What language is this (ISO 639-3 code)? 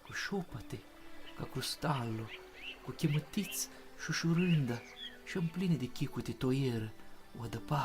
rup